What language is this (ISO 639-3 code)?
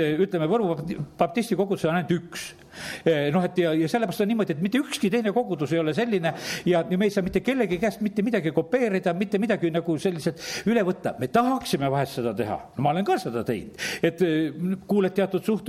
est